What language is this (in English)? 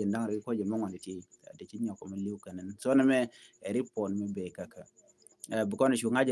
Nuer